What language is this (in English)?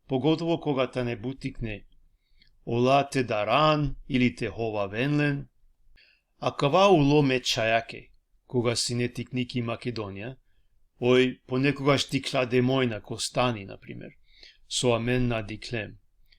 Balkan Romani